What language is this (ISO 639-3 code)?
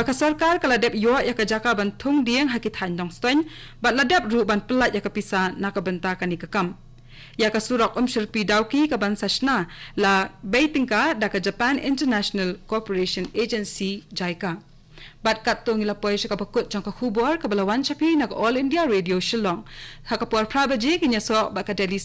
kha